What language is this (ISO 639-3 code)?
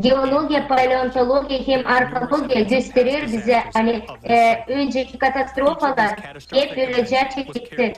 gag